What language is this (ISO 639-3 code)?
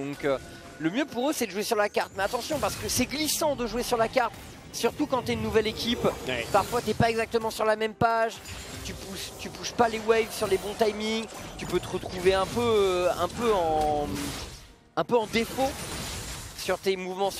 fra